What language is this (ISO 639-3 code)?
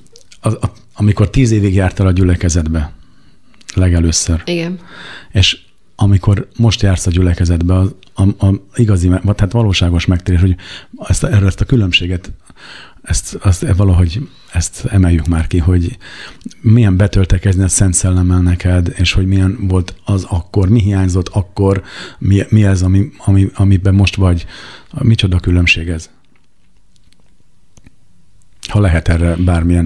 hun